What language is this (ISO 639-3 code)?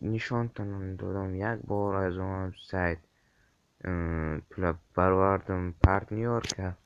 tgk